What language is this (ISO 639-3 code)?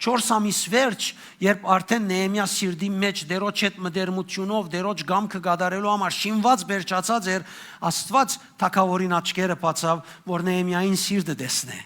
hyw